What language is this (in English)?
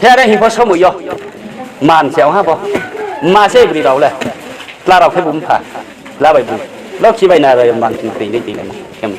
Riang (India)